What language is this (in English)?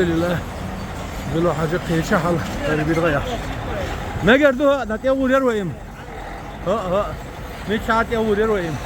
Chechen